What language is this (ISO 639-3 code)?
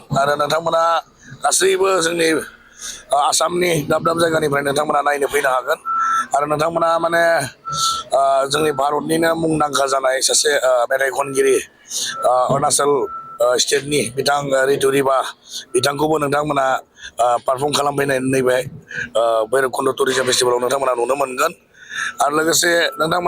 brx